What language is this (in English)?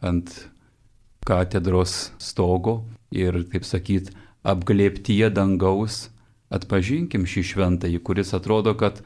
Lithuanian